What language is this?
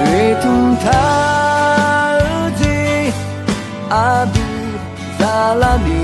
Akha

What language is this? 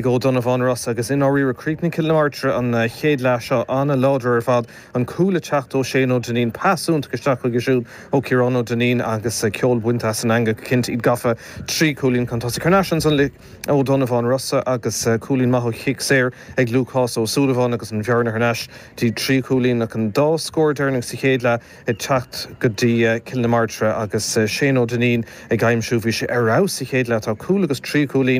Irish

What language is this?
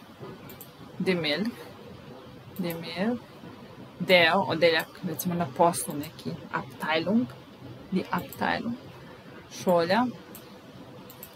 Serbian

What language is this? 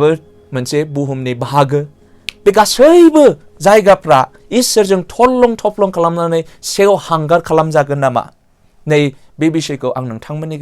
Bodo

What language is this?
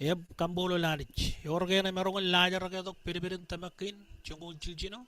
Marshallese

